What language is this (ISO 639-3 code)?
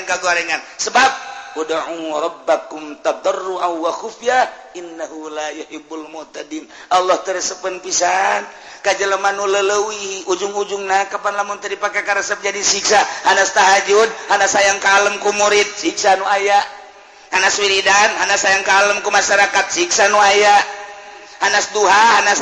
sun